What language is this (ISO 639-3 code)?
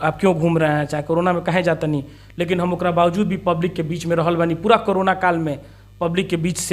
bho